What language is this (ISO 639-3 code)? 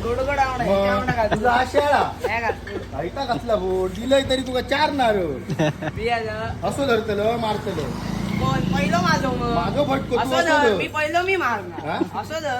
kok